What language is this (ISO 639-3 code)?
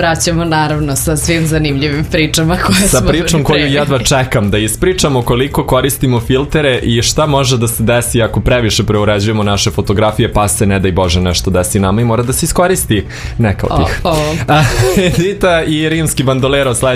srp